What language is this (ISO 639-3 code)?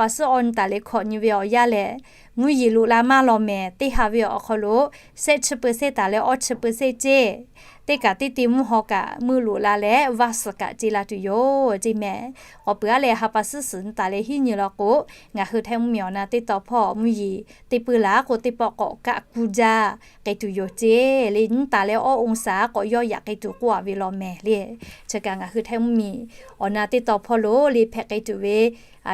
lhu